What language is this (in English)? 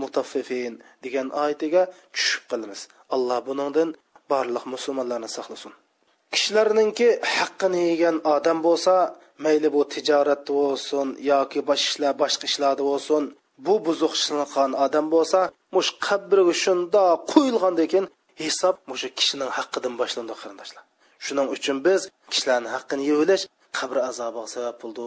Uyghur